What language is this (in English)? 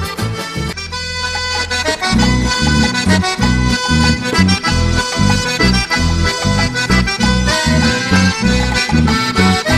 Spanish